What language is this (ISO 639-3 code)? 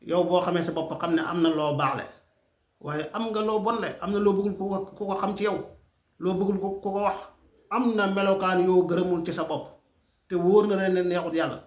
wol